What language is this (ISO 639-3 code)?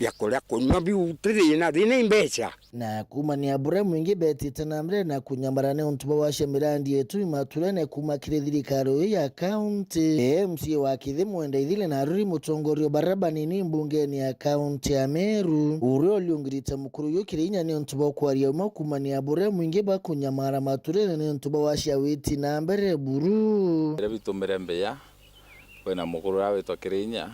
mer